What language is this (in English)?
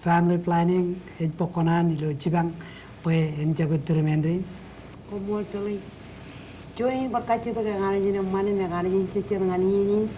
Marshallese